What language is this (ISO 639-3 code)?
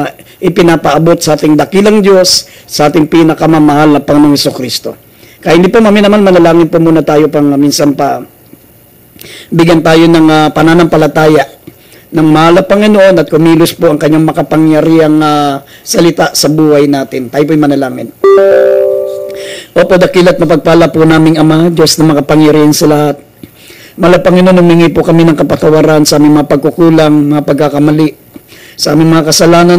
fil